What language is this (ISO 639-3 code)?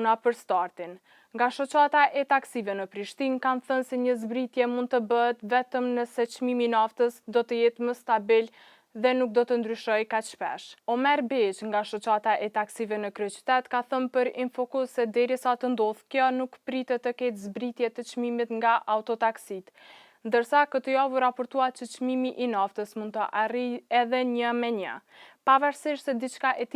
sqi